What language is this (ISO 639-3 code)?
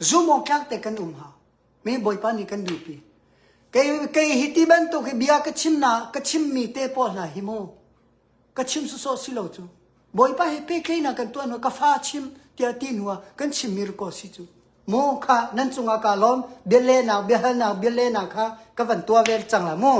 cnh